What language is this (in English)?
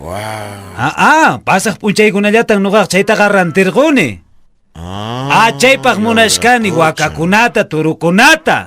Quechua